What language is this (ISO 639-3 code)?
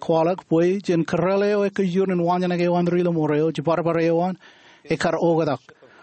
mah